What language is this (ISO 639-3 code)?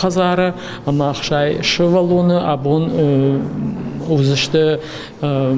oss